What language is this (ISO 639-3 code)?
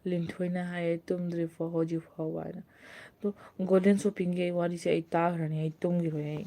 mni